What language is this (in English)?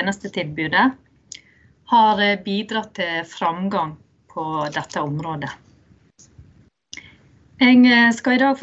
Norwegian